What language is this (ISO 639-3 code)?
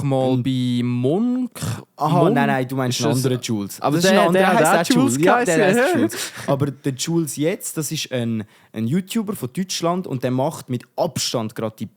gsw